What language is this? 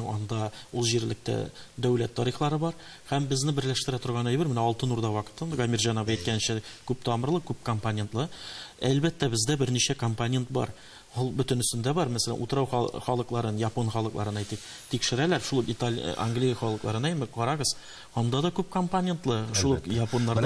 Tatar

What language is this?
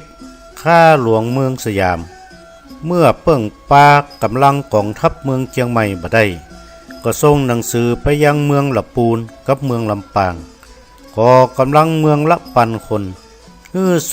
Northern Thai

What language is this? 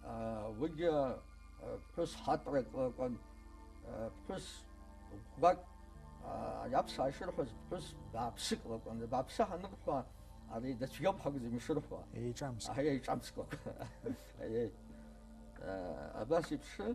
Abkhazian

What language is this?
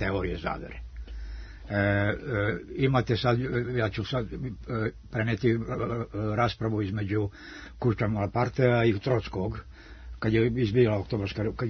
Serbian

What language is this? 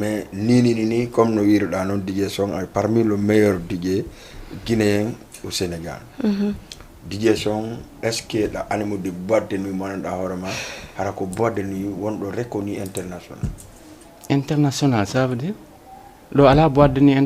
Fula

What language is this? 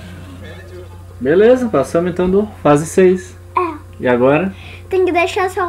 Portuguese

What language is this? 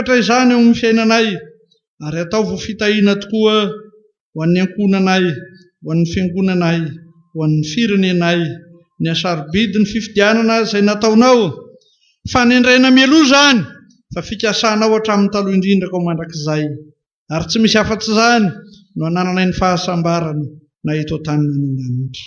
Malagasy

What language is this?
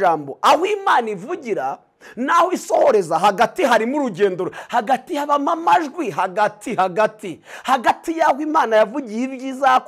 Kinyarwanda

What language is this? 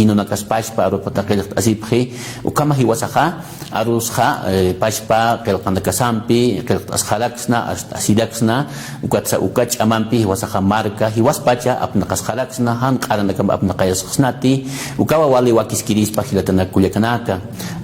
Aymara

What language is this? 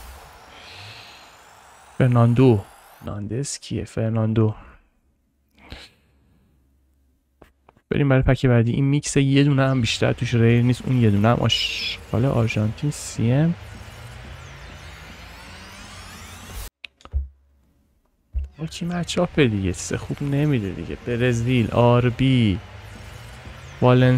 Persian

